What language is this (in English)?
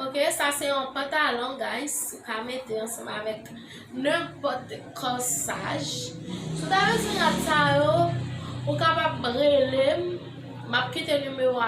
Haitian Creole